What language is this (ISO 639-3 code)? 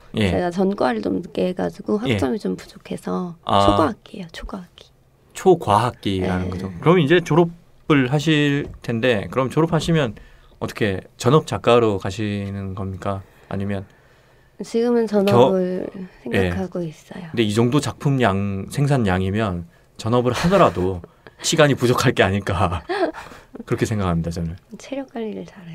kor